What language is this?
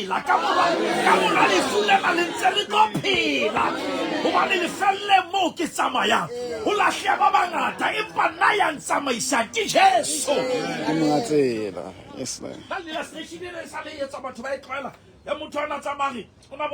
Southern Sotho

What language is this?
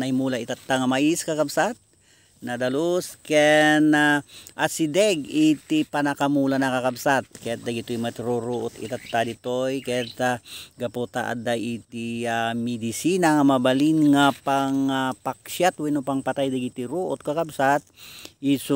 Iloko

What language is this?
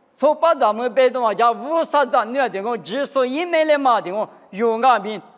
Lisu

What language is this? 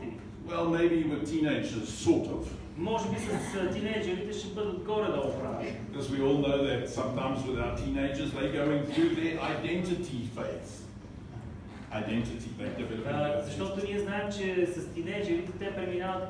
Bulgarian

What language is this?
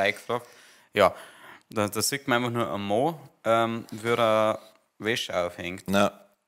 Bavarian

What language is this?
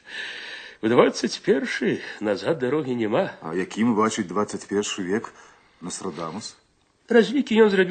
Belarusian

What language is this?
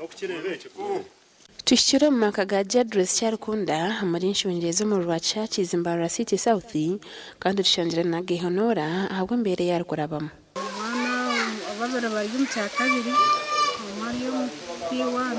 Nyankole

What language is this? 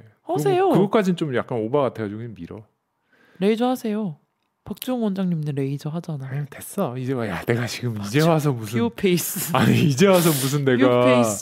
Korean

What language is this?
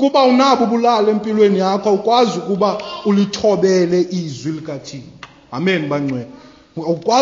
Xhosa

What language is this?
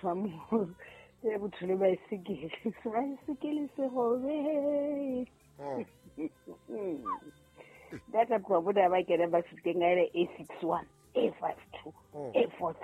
Southern Sotho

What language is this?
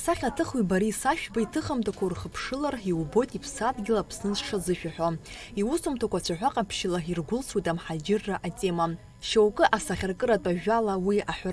Abkhazian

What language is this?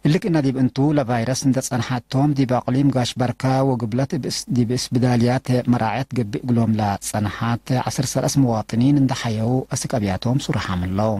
Tigre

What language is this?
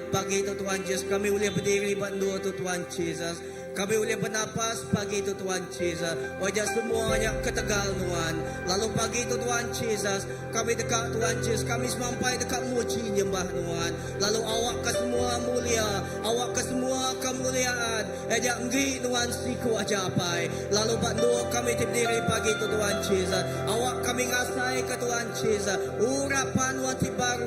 Iban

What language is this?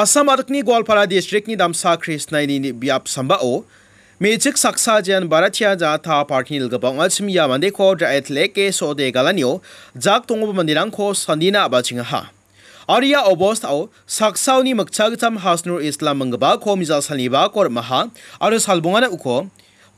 Garo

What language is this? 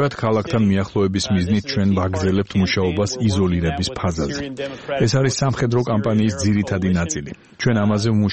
Georgian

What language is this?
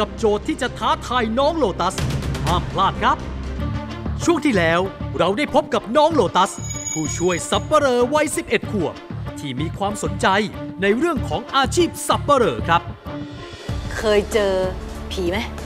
Thai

